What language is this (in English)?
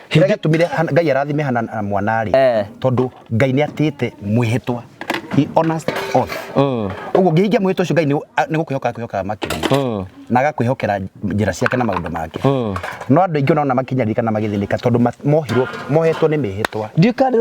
Kikuyu